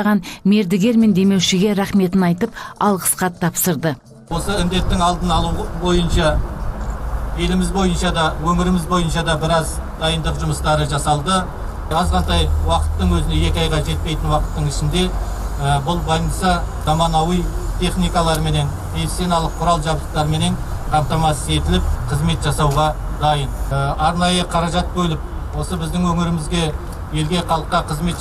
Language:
Kazakh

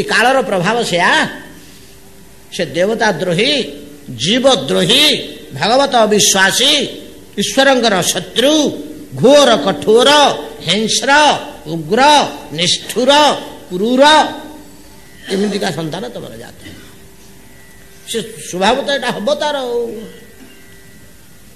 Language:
Odia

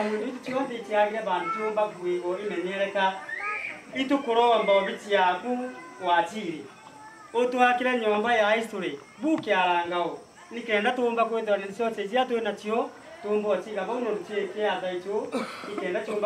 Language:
Meru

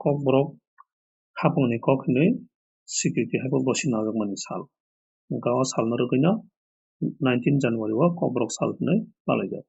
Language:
Kok Borok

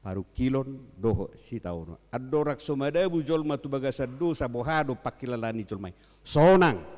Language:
Batak Toba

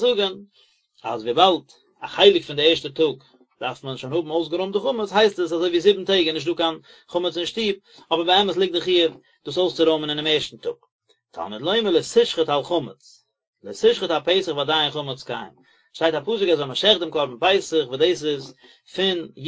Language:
Yiddish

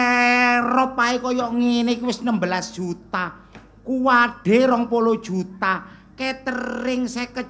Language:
Javanese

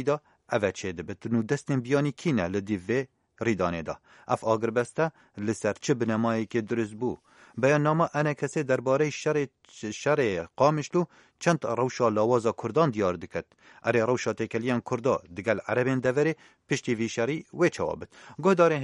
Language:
Kurdish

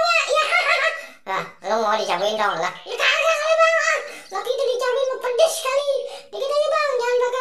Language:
Betawi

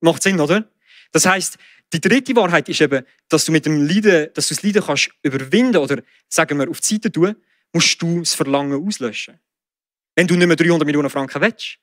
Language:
Swiss German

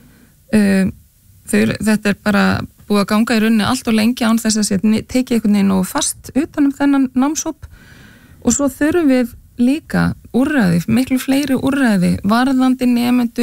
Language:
Icelandic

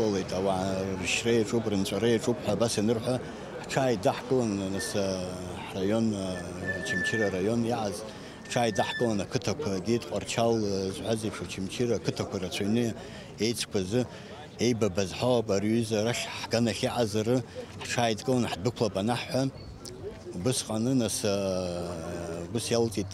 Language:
Abkhazian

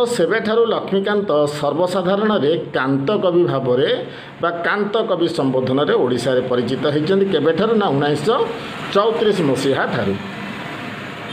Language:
Odia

